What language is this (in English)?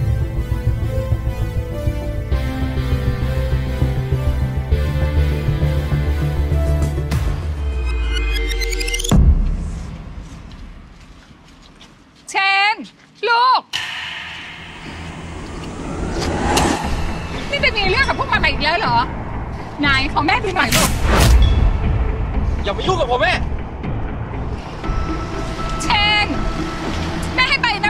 Thai